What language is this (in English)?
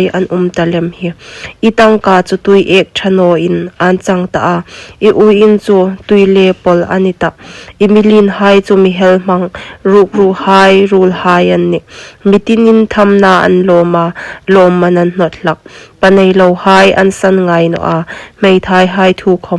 Hmar